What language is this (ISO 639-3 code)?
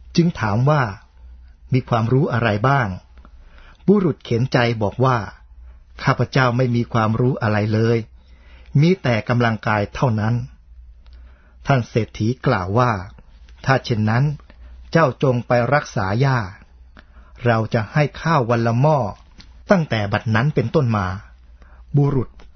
tha